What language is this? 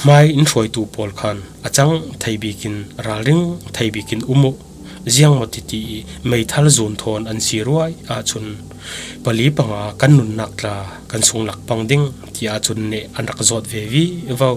Falam Chin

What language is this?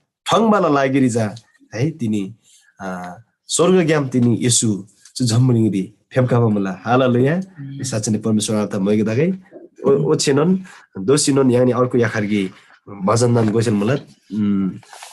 Eastern Tamang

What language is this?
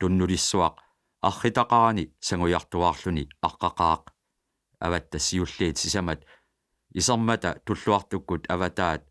Kalaallisut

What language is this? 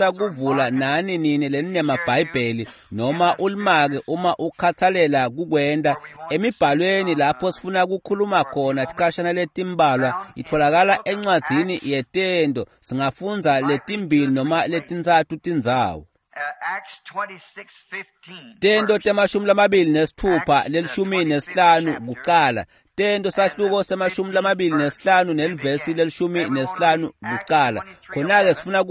Swati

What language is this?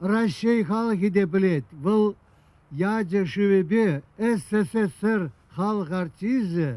Chuvash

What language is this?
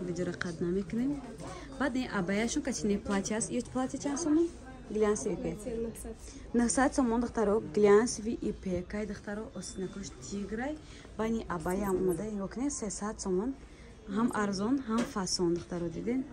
Tajik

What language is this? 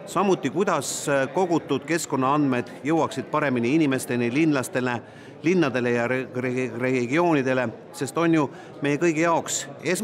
Estonian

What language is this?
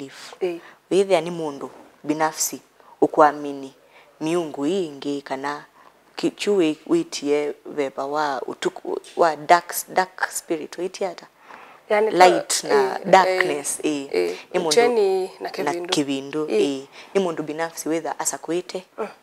Kamba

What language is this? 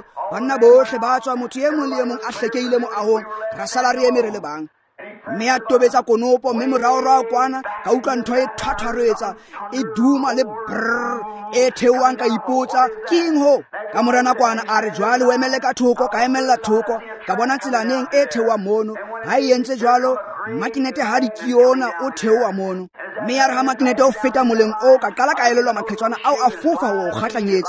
Tswana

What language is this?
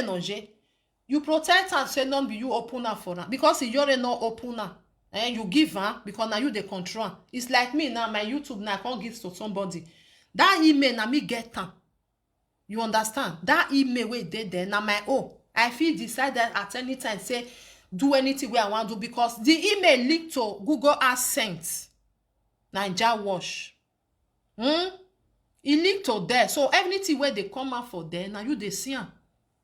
Nigerian Pidgin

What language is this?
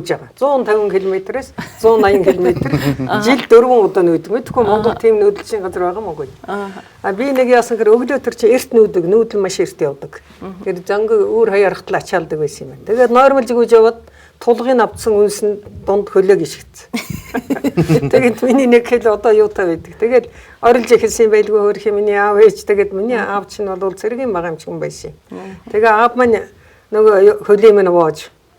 Mongolian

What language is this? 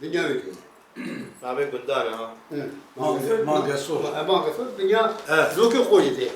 Kurdish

